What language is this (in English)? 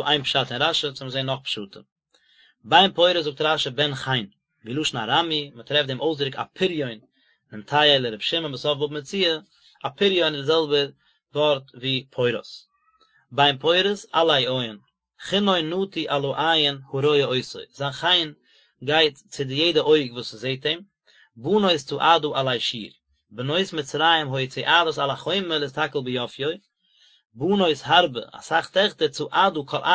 Yiddish